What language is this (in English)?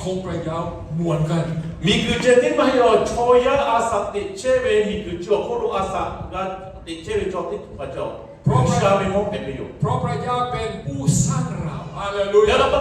Lahu